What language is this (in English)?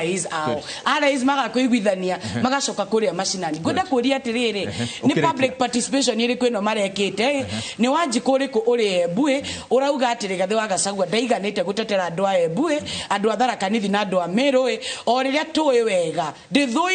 Kikuyu